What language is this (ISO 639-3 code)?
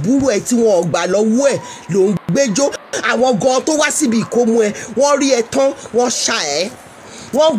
yor